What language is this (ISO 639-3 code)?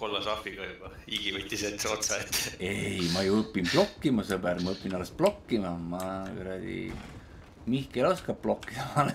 est